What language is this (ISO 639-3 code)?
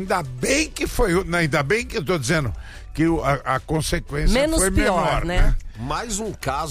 por